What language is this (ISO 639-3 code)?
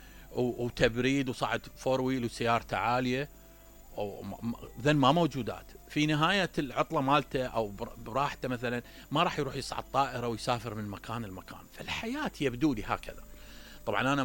acm